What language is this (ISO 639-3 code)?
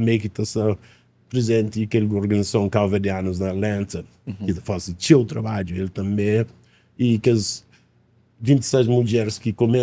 kea